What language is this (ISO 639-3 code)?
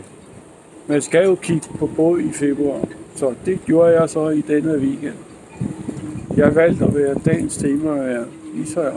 dan